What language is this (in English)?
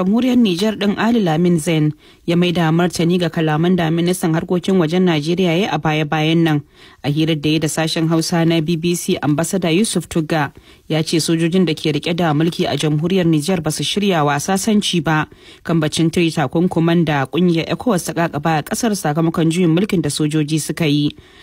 Hausa